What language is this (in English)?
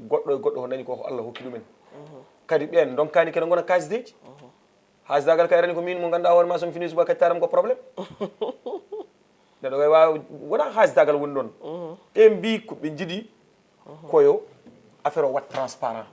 Fula